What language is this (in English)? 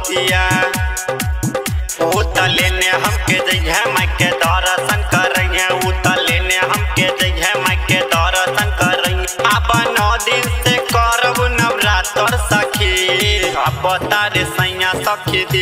Bhojpuri